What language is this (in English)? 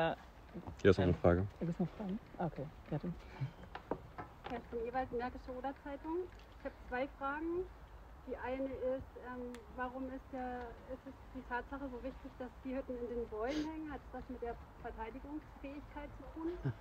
German